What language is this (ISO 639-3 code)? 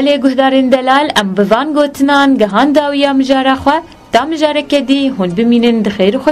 kur